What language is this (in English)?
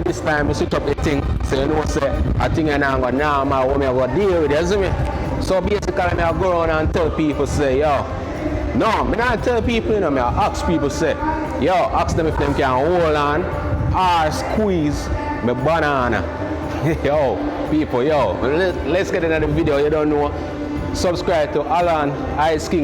Jamaican Creole English